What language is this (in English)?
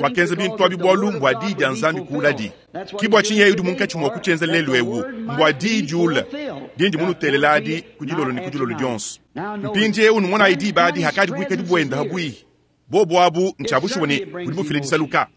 Luba-Lulua